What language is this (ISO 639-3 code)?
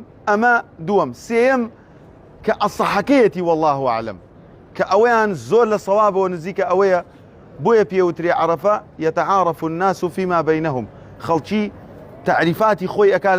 ckb